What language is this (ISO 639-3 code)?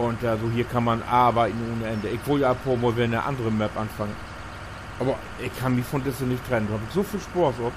nds